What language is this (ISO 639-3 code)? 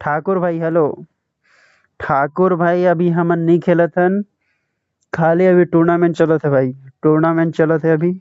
hne